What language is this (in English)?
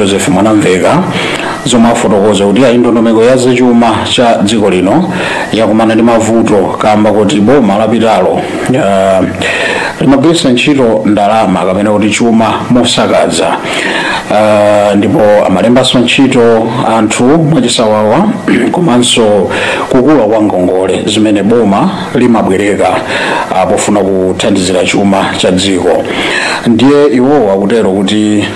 Nyanja